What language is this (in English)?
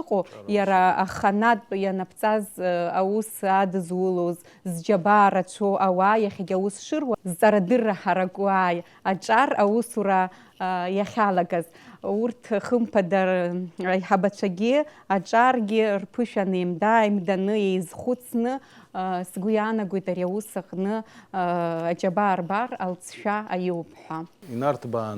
Abkhazian